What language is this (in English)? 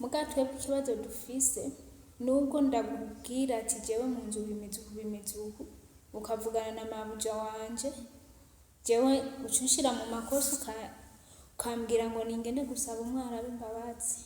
Rundi